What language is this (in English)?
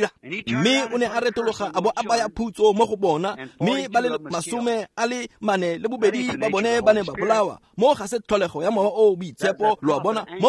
Tswana